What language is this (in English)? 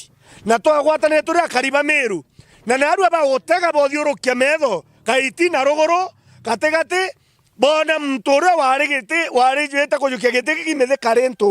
Meru